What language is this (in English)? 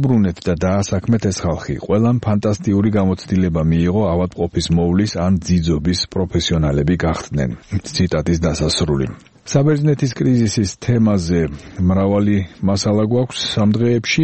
Georgian